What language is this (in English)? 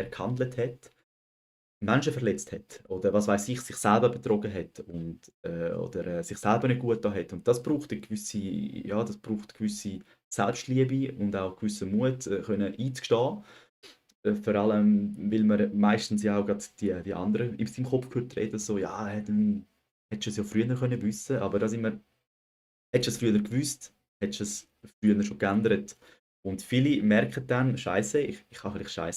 Swiss German